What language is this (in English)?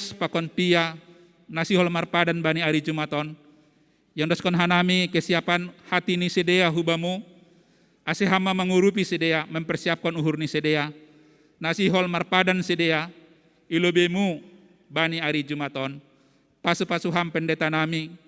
Batak Simalungun